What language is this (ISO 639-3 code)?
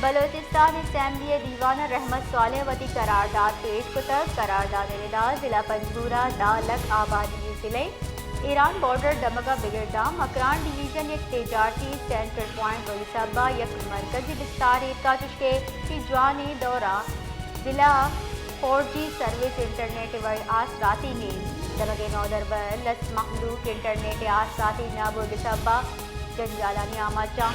bal